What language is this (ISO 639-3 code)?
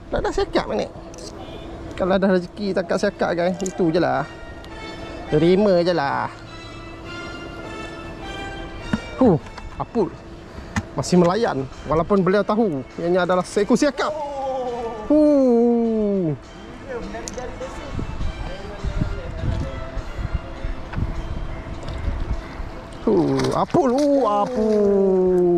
msa